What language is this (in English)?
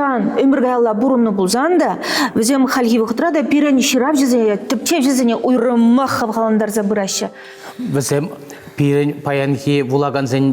Chuvash